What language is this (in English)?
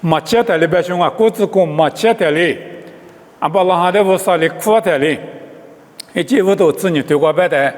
Lisu